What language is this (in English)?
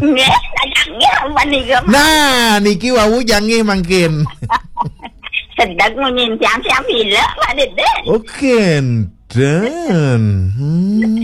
Balinese